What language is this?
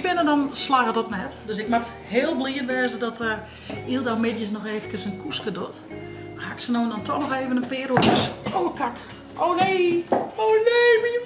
Western Frisian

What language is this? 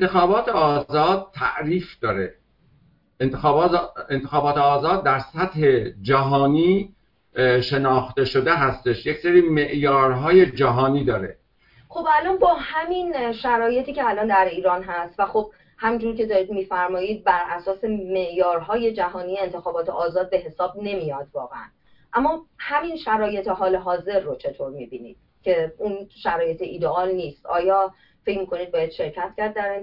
Persian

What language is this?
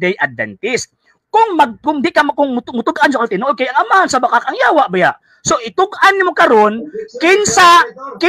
Cebuano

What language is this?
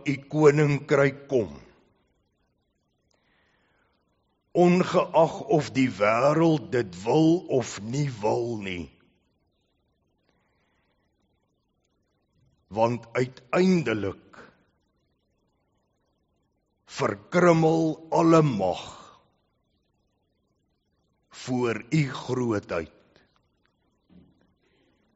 Afrikaans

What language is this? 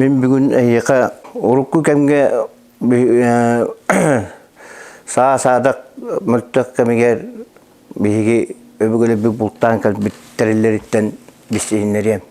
Yakut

